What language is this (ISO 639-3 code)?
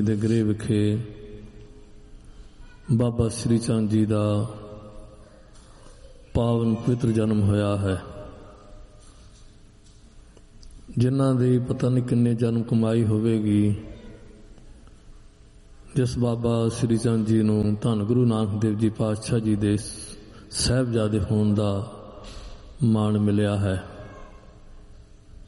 pan